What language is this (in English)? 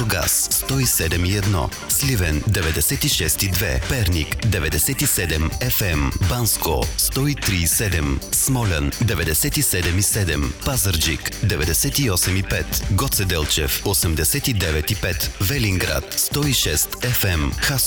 Bulgarian